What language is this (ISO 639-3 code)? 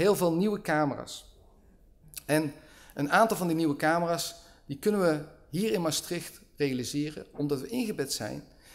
nld